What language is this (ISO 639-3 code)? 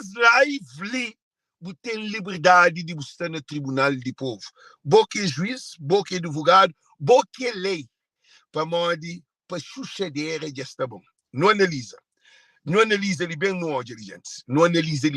kea